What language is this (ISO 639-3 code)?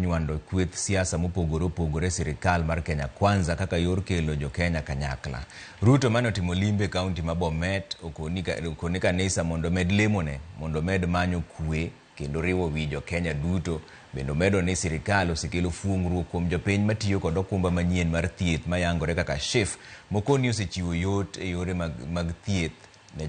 luo